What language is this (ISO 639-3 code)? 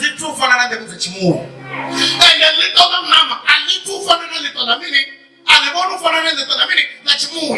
ven